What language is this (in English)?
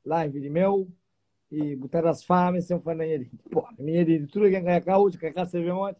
Kabuverdianu